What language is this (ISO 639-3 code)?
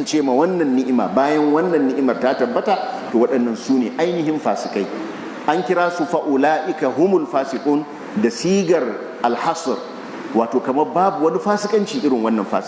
hau